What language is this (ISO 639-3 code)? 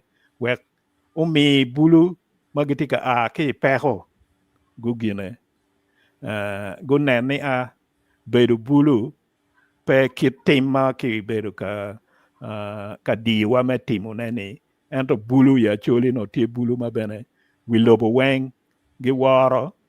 ach